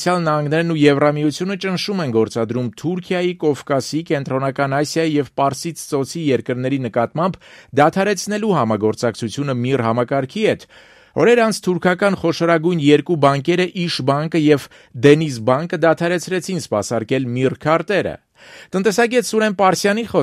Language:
Armenian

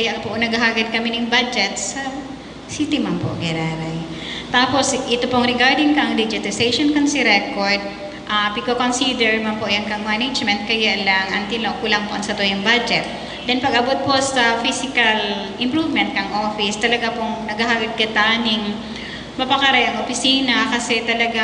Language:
Bikol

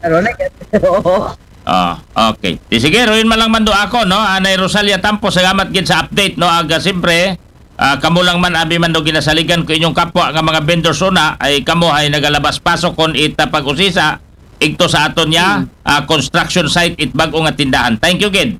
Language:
Aklanon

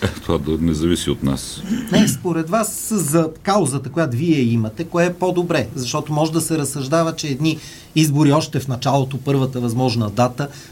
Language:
Bulgarian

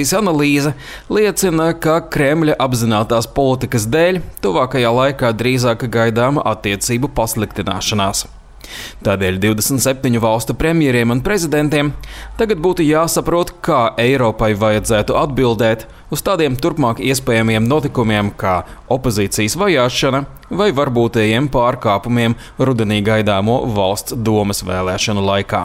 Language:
Latvian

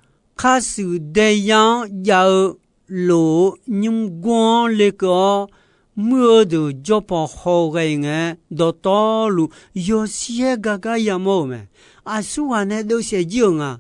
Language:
Akha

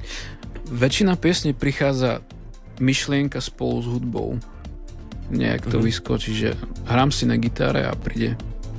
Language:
Slovak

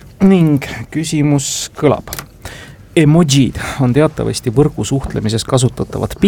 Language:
Estonian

